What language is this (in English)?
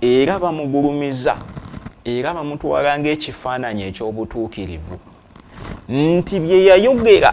Ganda